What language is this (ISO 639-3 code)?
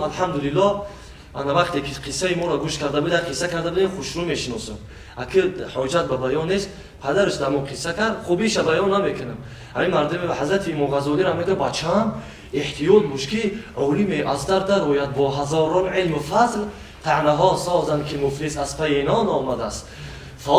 tgk